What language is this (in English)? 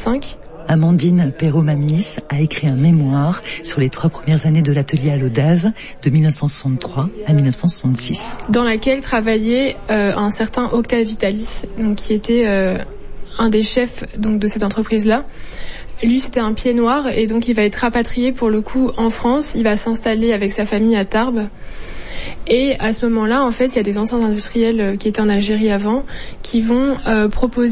French